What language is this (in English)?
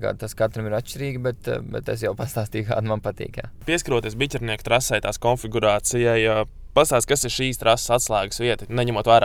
Latvian